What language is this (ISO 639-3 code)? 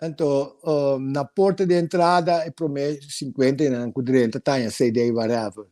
pap